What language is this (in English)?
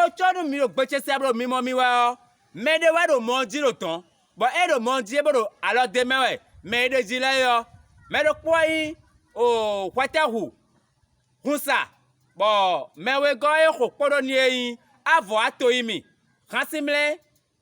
Fon